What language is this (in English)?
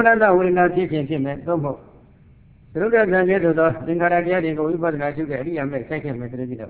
Burmese